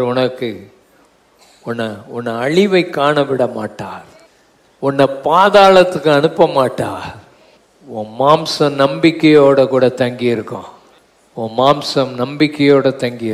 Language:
Tamil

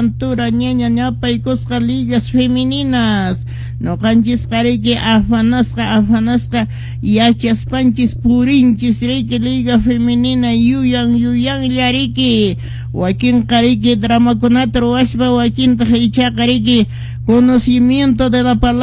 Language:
Quechua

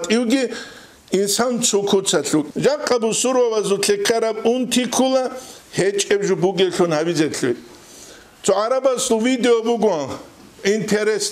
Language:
Avaric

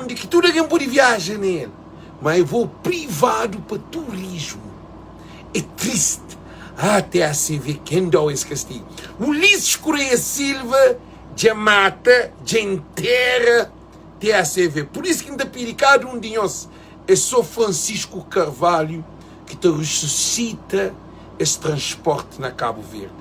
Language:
Kabuverdianu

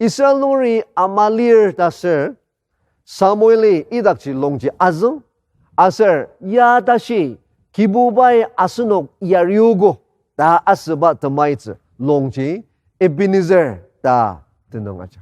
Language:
Ao Naga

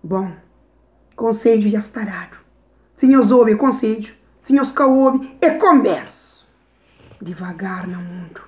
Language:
Kabuverdianu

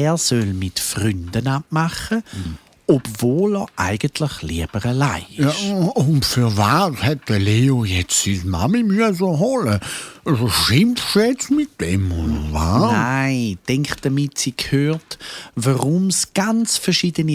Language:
Swiss German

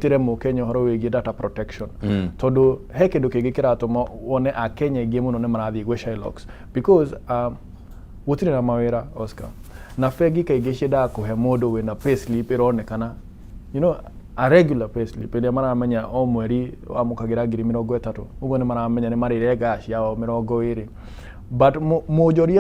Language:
Kikuyu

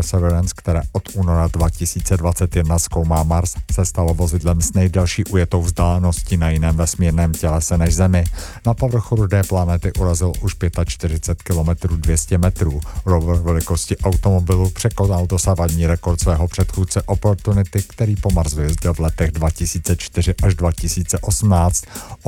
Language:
Czech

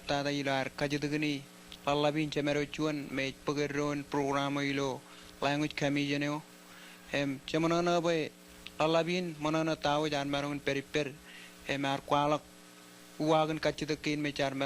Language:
Marshallese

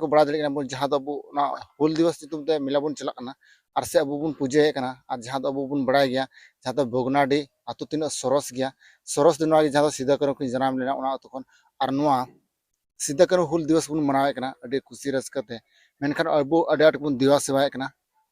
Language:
Santali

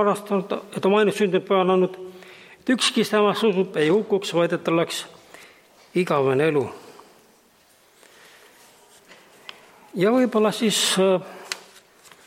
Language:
Estonian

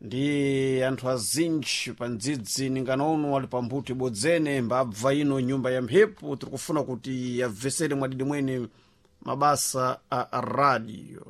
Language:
Sena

